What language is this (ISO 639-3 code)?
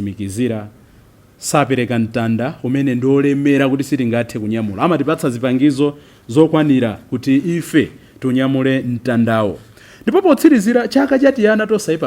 nya